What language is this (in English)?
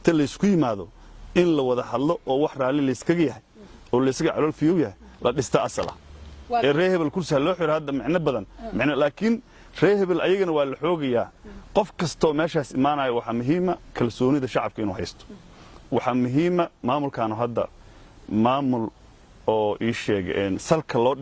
Somali